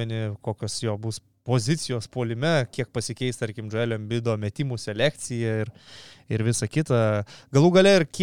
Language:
Lithuanian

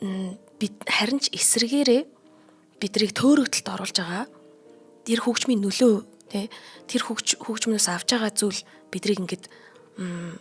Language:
Mongolian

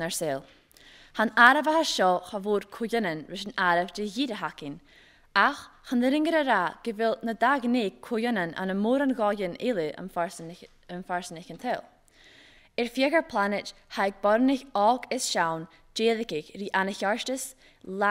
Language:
Scottish Gaelic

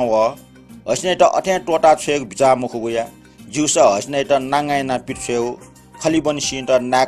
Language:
Newari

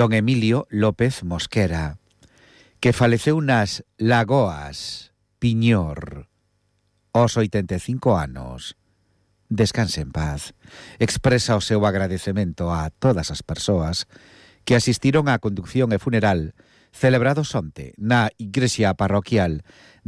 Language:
Galician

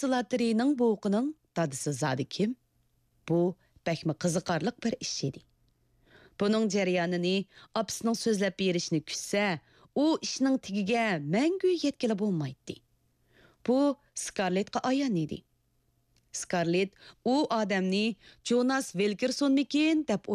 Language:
Uyghur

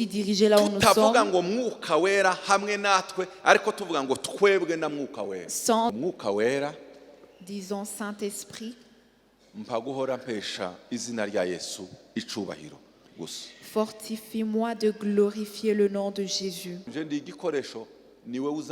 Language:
Kinyarwanda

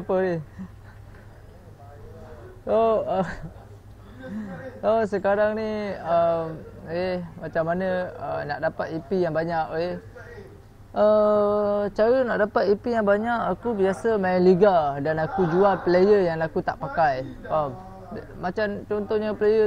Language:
Malay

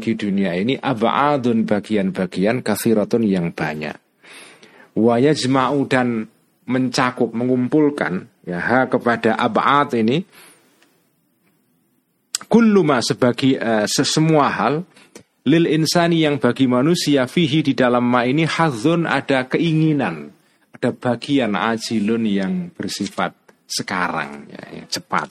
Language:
Indonesian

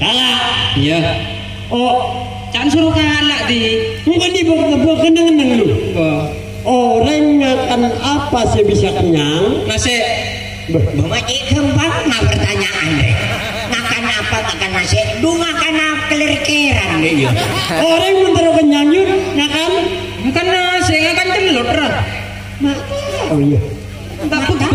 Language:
Madurese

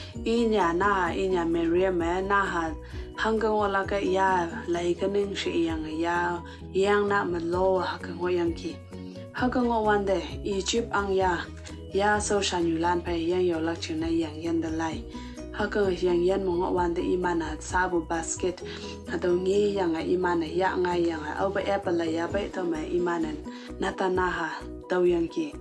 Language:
Konyak Naga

